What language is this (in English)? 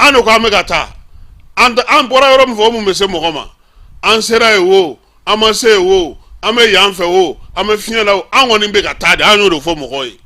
Bambara